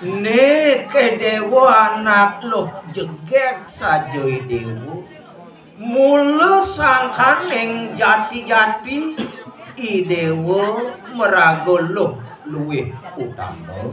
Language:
Balinese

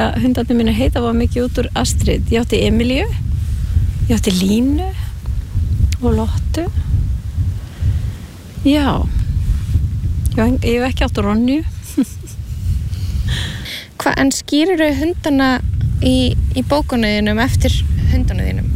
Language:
Icelandic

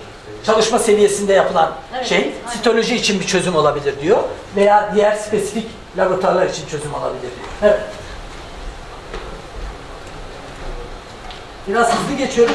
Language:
Turkish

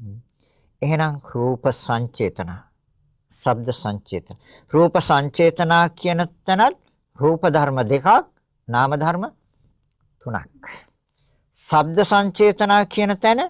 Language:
Sinhala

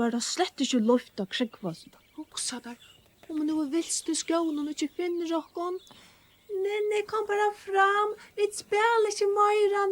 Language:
Faroese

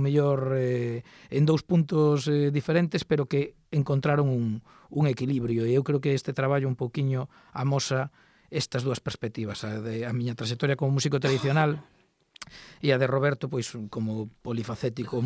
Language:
Galician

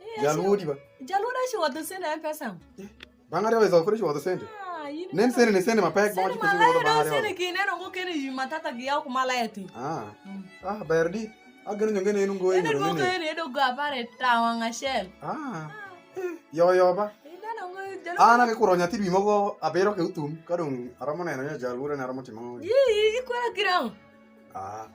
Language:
Alur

